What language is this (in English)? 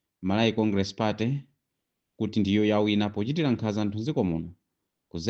Nyanja